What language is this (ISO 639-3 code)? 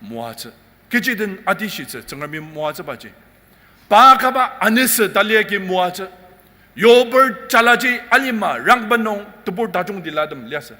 njo